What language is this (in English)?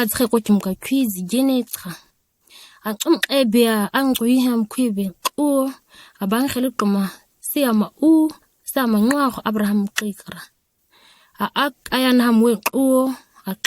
ǁGana